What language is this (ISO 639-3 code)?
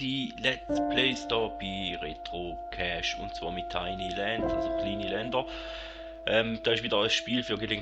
gsw